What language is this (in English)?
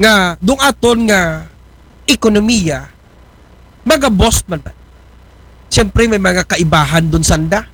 Aklanon